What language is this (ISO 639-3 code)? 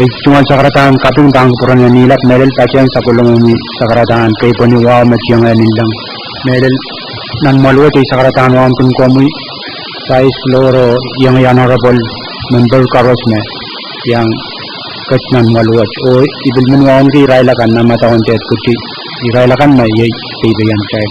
pon